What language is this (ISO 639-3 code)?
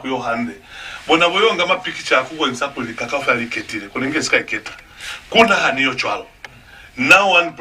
loz